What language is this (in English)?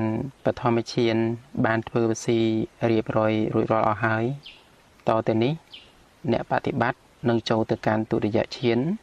Khmer